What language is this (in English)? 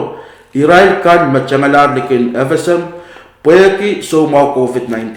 Pohnpeian